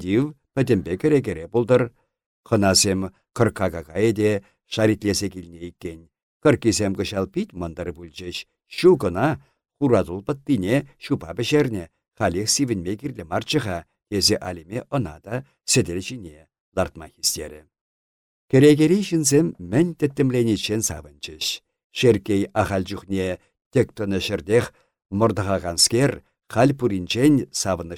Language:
Chuvash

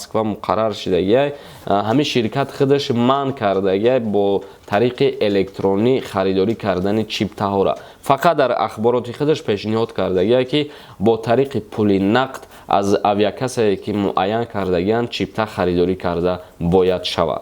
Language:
Tajik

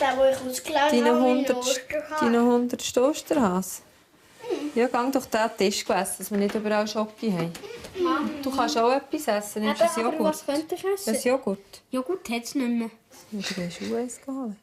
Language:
Swiss German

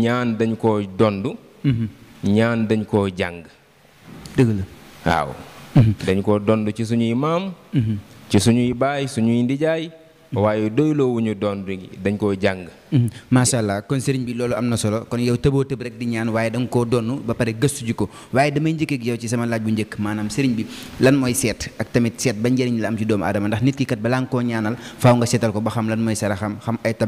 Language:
Wolof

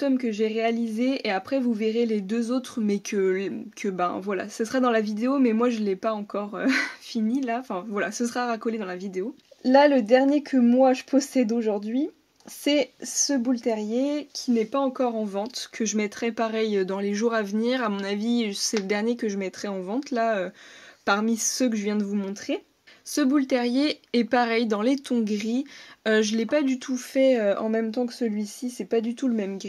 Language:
French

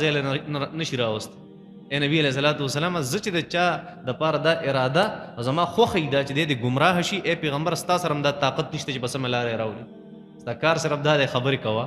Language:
Pashto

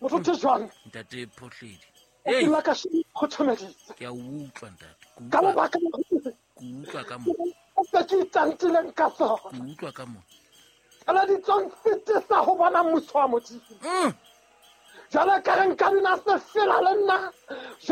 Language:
Southern Sotho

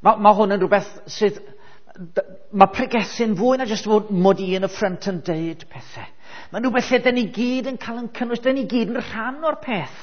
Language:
Welsh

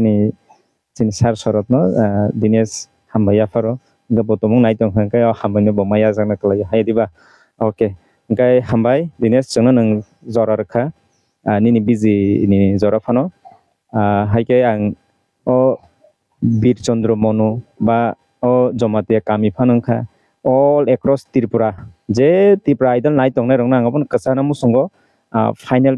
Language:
Kok Borok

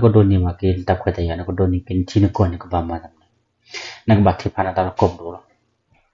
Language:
S'gaw Karen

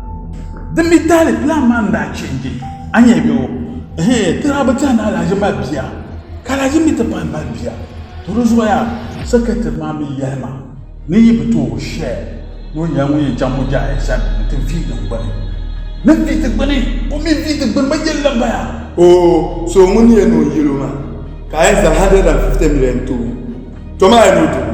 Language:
Dagbani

